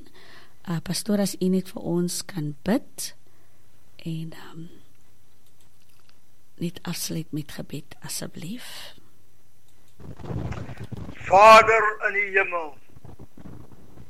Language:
Afrikaans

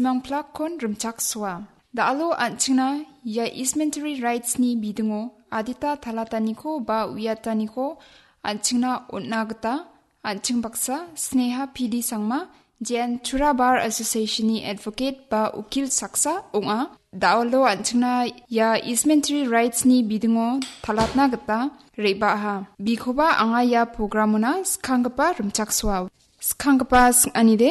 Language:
Garo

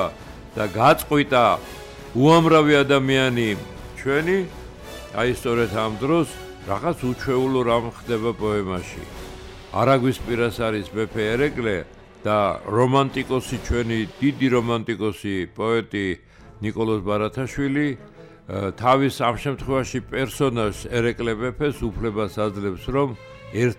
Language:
Georgian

